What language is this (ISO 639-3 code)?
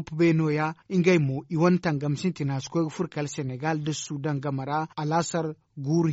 dje